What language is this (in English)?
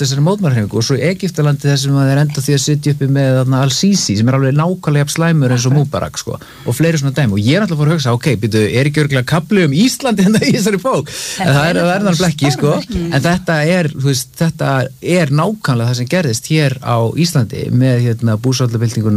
Icelandic